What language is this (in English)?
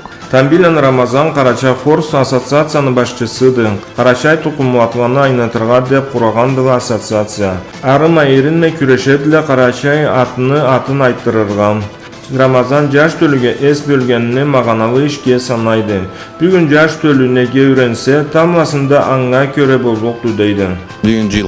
Karachay-Balkar